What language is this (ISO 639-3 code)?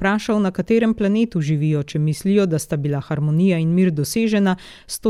slv